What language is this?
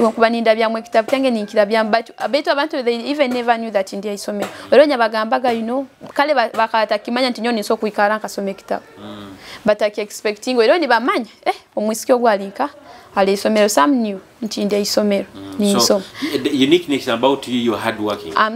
Nyoro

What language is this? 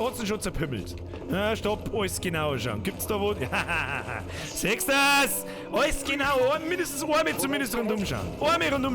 Bavarian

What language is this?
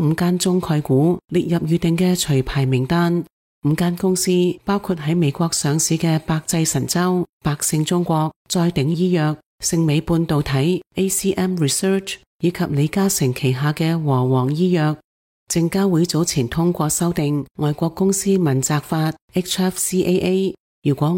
Cantonese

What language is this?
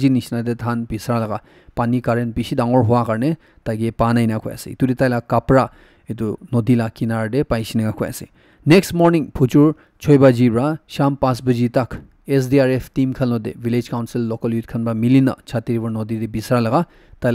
Naga Pidgin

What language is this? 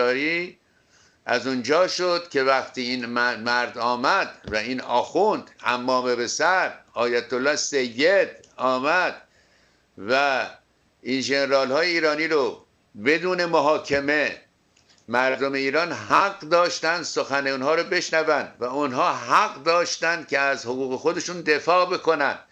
Persian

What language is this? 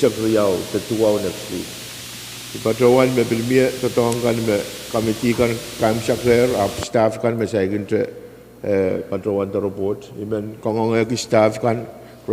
Pohnpeian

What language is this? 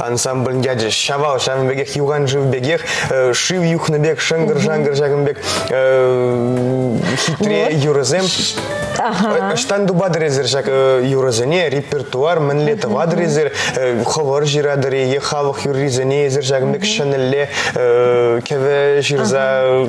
Chuvash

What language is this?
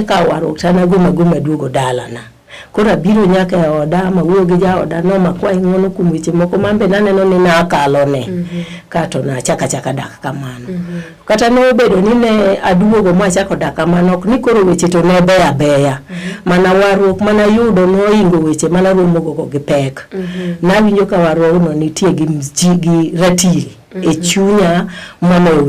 Luo (Kenya and Tanzania)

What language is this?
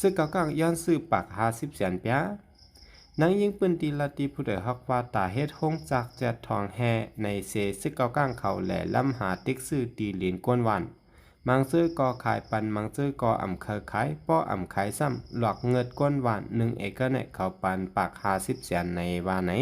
Shan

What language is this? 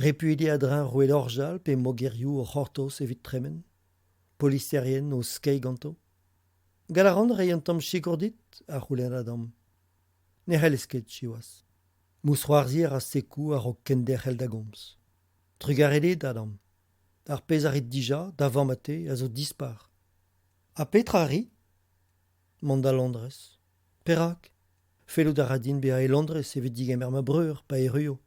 Breton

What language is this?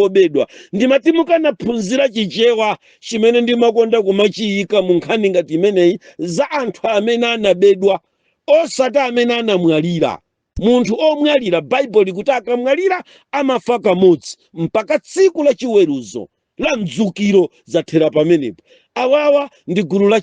Nyanja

